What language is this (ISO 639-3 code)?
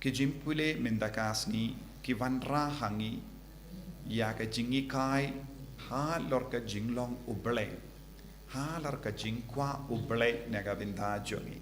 kha